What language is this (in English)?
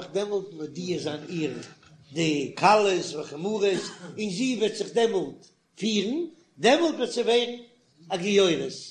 Yiddish